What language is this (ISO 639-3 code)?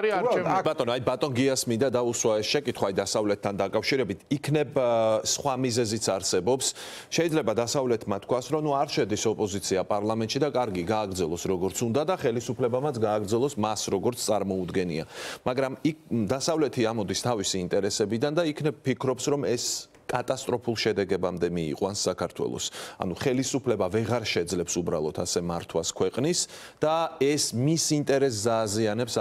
kat